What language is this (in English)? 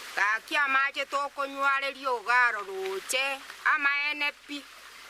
Gusii